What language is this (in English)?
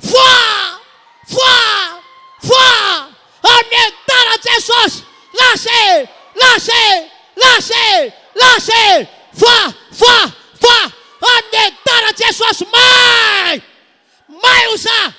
Malagasy